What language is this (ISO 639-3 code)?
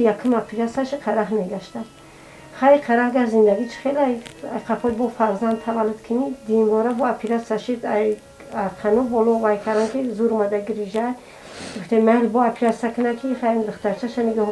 tgk